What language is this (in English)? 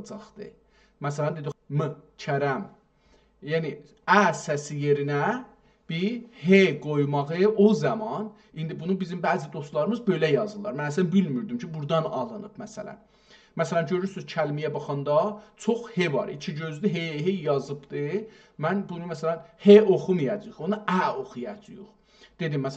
South Azerbaijani